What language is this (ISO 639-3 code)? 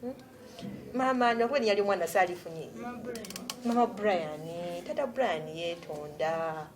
lug